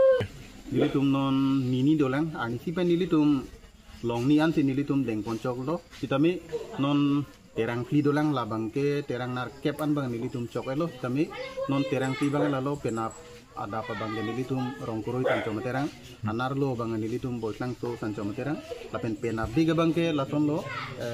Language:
Karbi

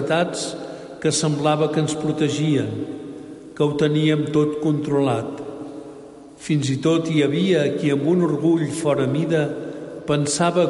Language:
Catalan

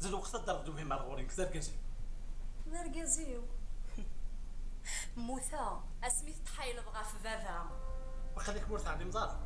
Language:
Kabyle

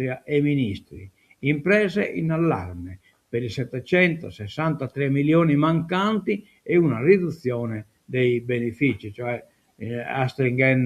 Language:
Sardinian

